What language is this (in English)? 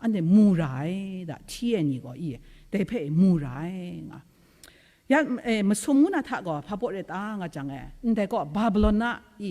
Kachin